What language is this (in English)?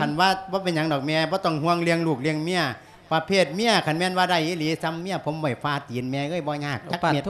Lao